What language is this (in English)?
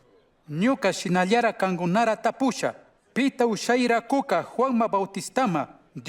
Chimborazo Highland Quichua